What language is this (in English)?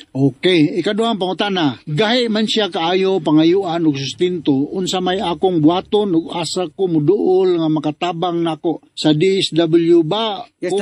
Cebuano